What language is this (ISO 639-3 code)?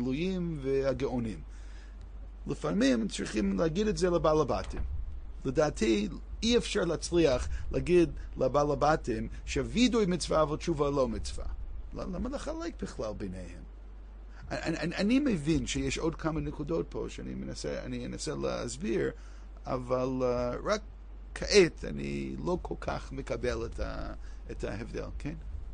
heb